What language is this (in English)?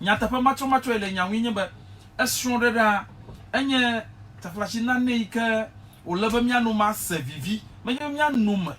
Ewe